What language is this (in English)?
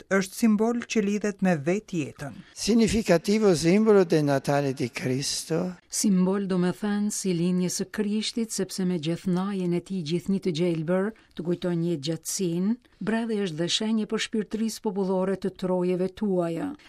Albanian